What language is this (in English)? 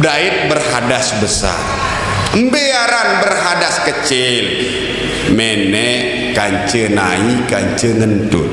Sasak